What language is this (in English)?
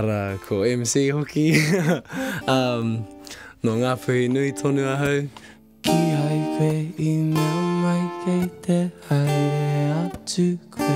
Māori